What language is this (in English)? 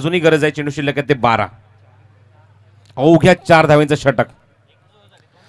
Marathi